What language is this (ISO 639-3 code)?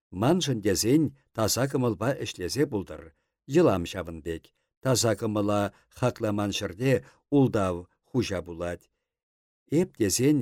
chv